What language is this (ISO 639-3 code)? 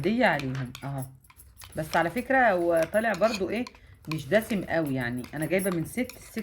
arz